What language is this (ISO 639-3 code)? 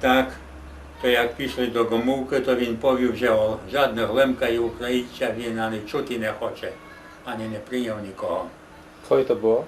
rue